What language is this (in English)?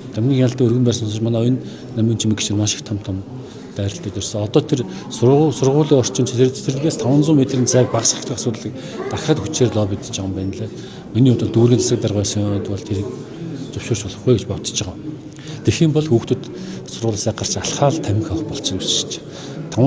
Mongolian